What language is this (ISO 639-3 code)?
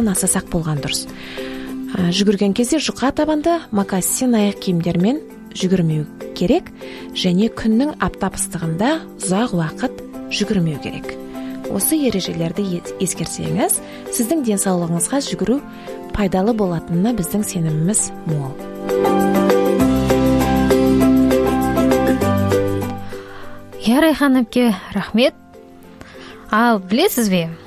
kaz